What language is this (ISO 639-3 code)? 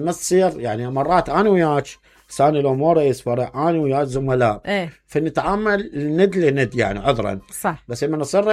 acm